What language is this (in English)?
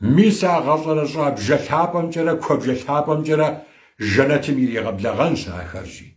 Kabardian